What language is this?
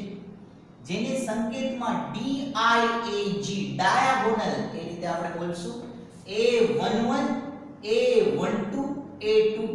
Gujarati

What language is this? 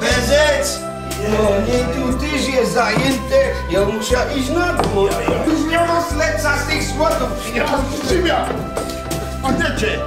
Silesian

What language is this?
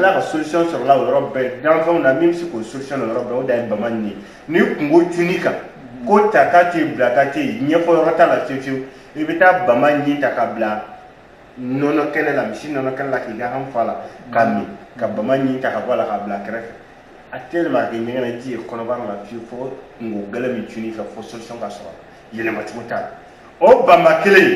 Bambara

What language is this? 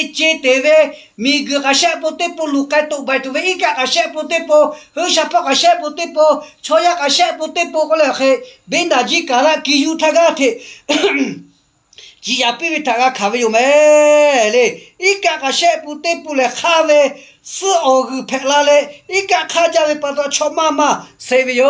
Lahu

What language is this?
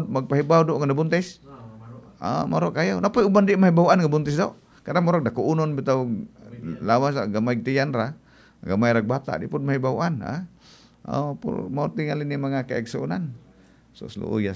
Cebuano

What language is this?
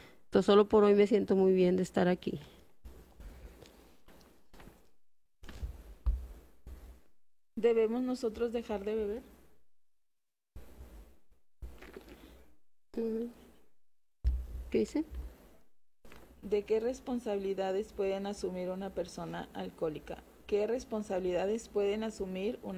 Spanish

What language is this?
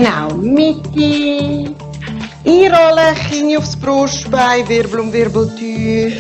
Swiss German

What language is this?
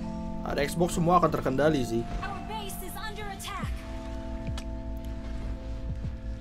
Indonesian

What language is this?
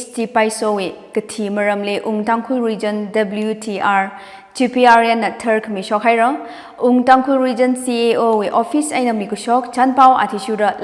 Tangkhul Naga (India)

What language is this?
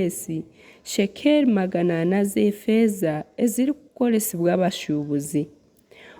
Nyankole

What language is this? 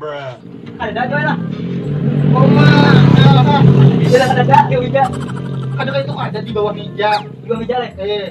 Banjar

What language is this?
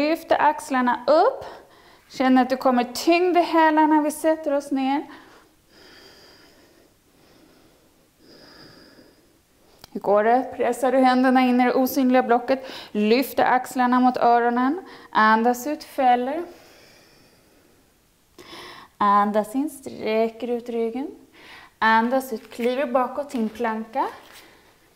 Swedish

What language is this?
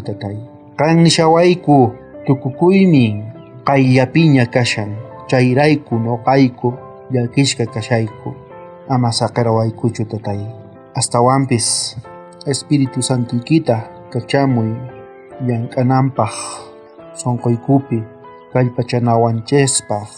South Bolivian Quechua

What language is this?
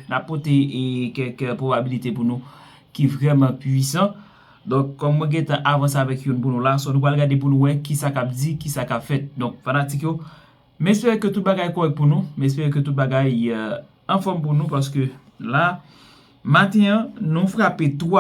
Haitian Creole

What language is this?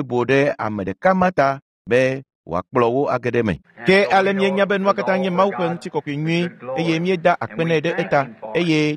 Ewe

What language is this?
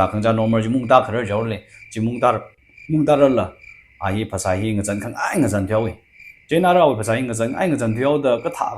Tangkhul Naga (India)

